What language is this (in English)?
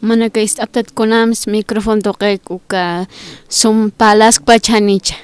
Aymara